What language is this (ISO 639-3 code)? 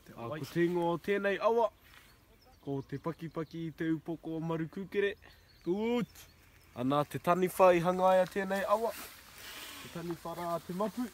mri